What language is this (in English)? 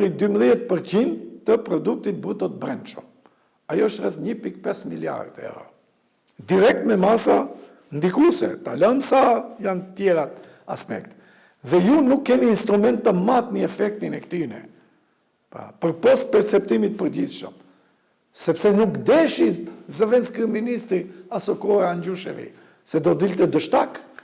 Albanian